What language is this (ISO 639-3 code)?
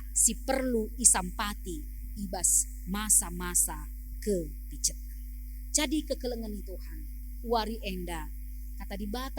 btx